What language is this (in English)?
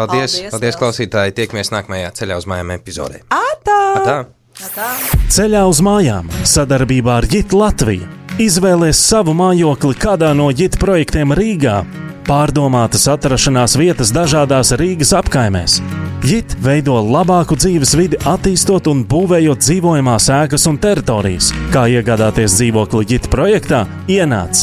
Latvian